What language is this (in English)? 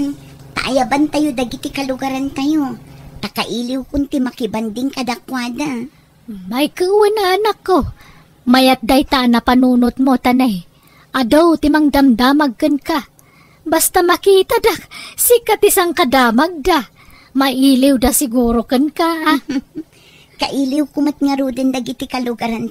Iloko